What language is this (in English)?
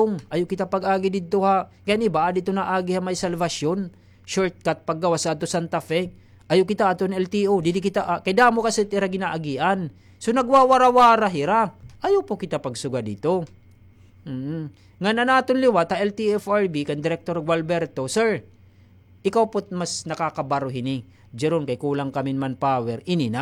Waray